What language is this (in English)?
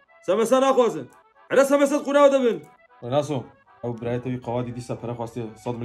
Kurdish